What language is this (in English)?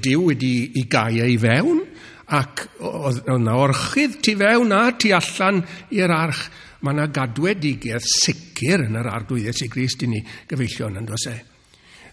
Welsh